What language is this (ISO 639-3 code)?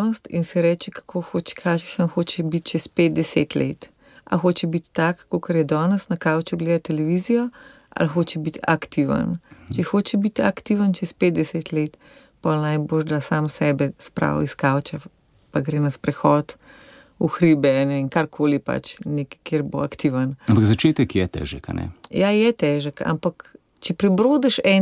slv